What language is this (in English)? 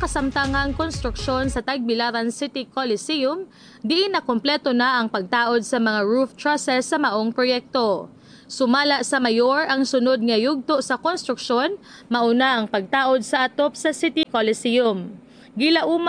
Cebuano